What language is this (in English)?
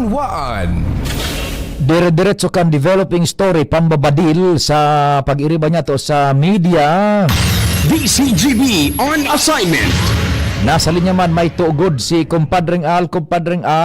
Bikol